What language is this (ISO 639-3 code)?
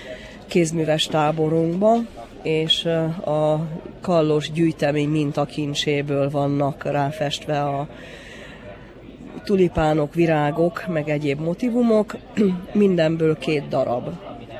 hun